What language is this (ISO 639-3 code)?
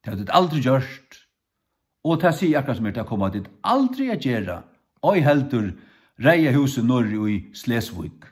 fao